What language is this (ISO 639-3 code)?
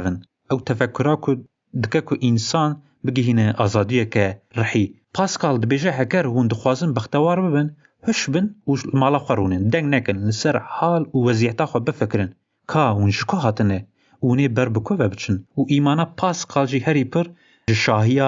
kur